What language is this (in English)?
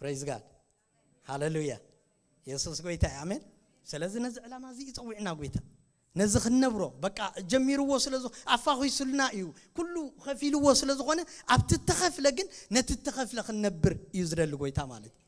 Tigrinya